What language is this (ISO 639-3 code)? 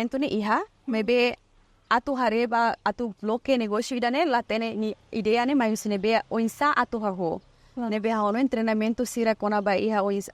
tet